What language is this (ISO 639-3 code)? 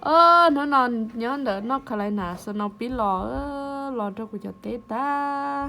hmn